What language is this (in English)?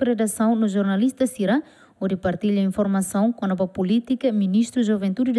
Tetum